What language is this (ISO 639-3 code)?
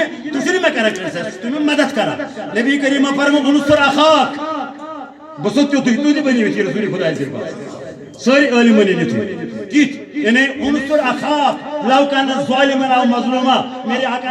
kas